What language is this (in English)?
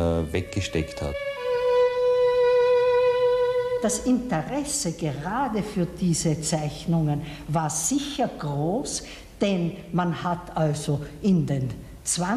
German